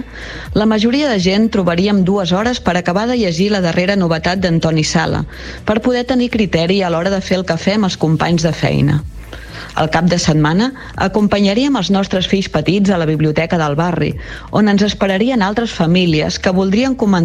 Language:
Catalan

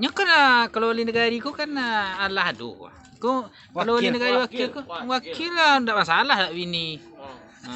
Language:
Minangkabau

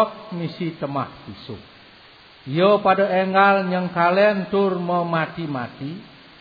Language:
Balinese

